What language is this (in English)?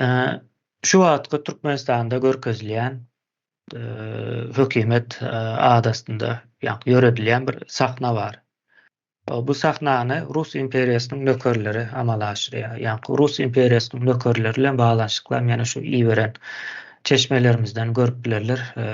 Turkmen